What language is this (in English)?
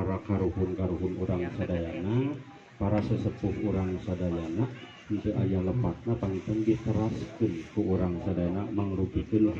Sundanese